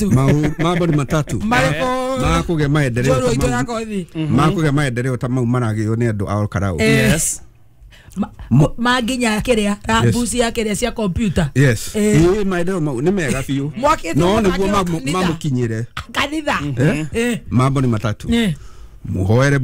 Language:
Kikuyu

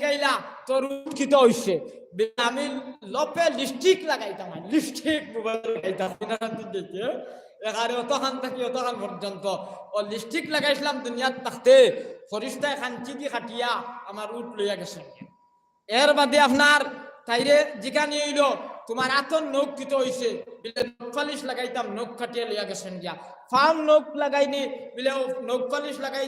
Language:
Sylheti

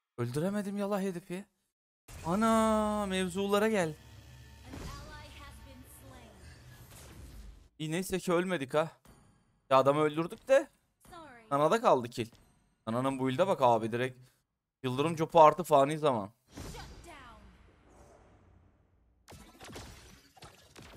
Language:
Turkish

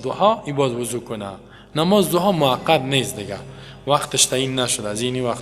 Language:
Persian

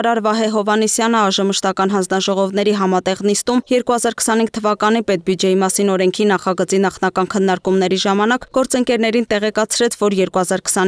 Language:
Armenian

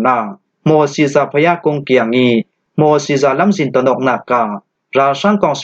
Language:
Falam Chin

